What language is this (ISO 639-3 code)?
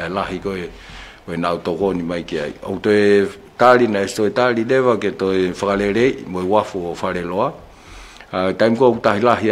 ton